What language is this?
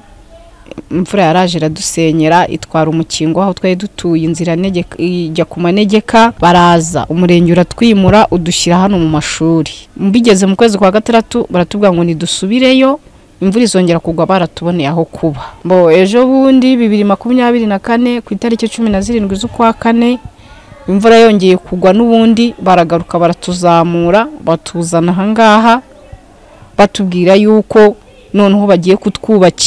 Kinyarwanda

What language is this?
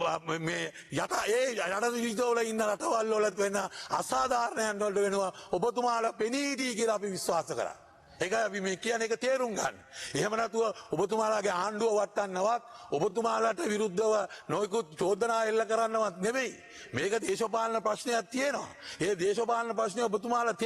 Sinhala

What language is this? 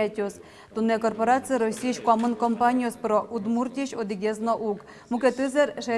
Udmurt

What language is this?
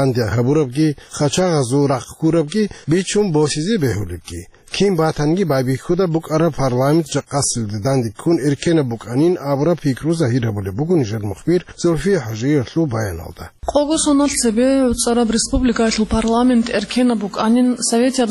Avaric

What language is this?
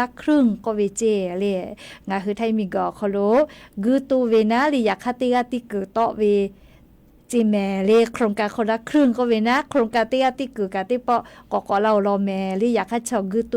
Lahu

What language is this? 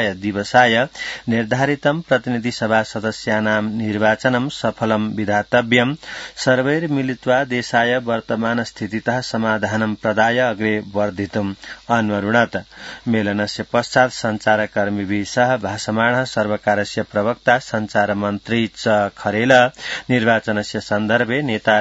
Sanskrit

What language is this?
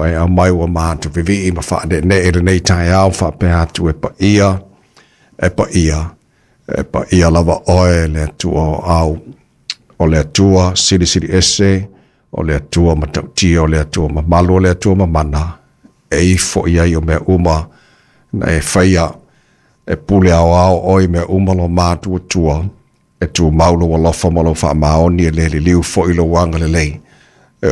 Samoan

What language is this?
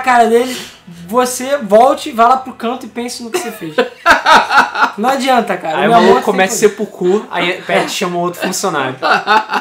Portuguese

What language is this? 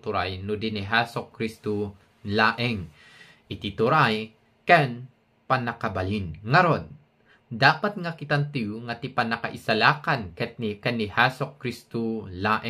Iloko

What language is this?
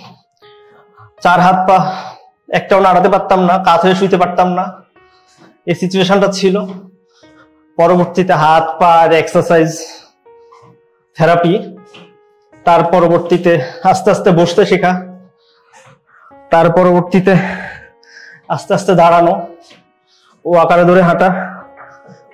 Bangla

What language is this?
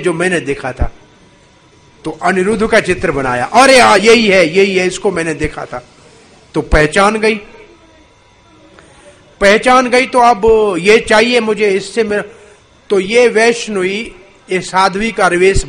Hindi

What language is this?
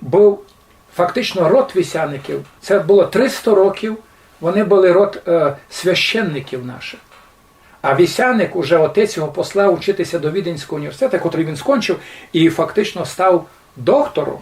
Rusyn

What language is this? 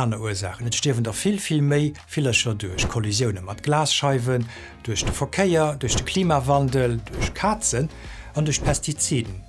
Luxembourgish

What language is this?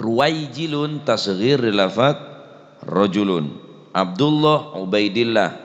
Madurese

